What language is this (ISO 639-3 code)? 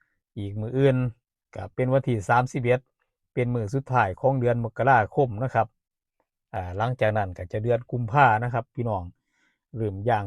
tts